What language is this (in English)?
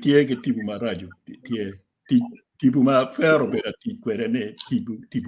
Acoli